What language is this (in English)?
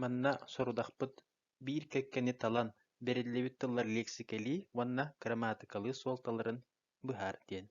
Yakut